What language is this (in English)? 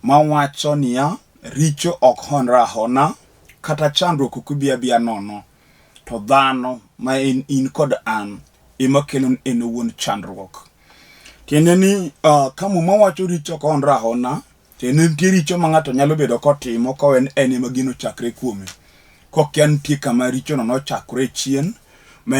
Luo (Kenya and Tanzania)